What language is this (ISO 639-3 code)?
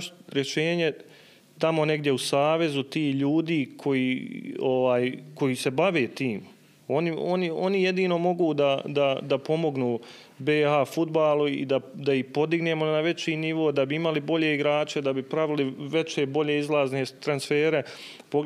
bos